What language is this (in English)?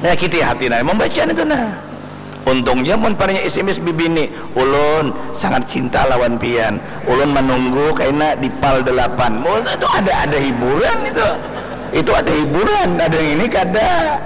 Banjar